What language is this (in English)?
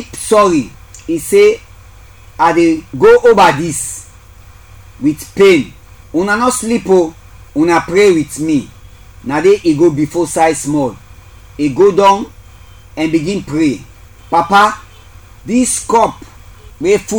Krio